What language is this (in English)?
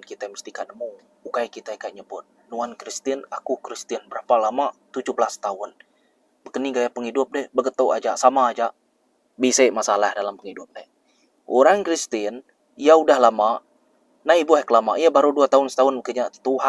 Iban